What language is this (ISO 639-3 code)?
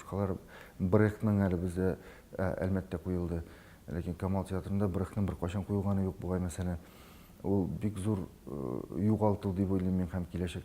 tat